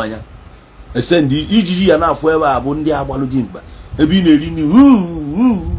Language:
Igbo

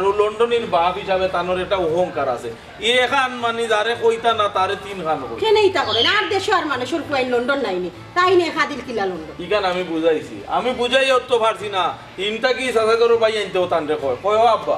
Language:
Sylheti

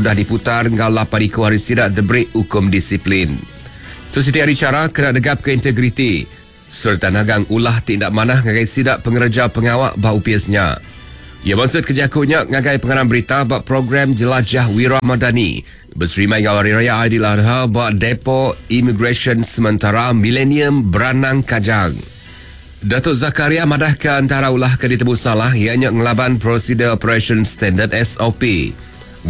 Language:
Iban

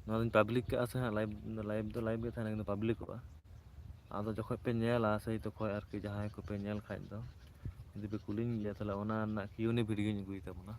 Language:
Santali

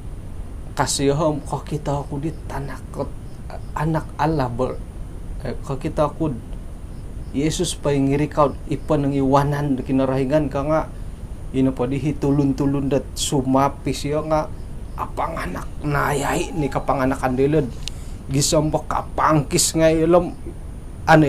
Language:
Central Dusun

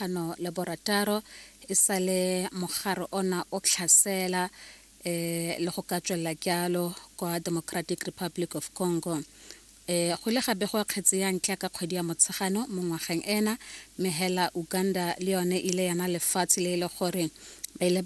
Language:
Tswana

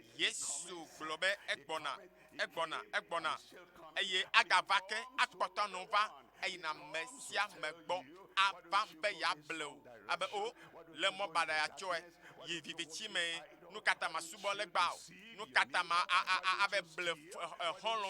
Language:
Ewe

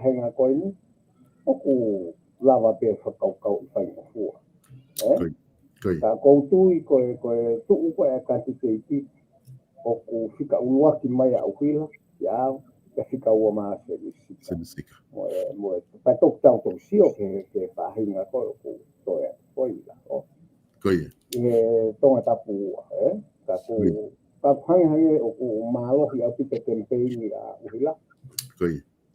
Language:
Tongan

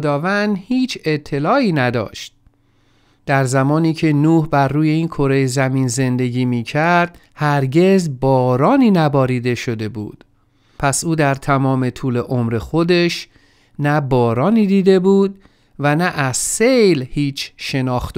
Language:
Persian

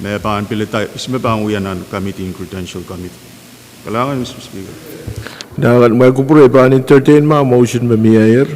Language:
Pohnpeian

